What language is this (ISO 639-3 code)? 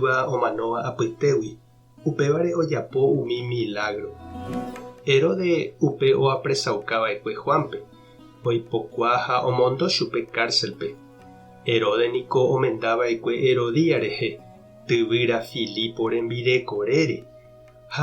grn